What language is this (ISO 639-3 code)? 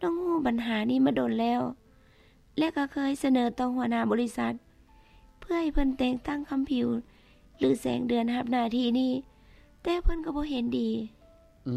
lao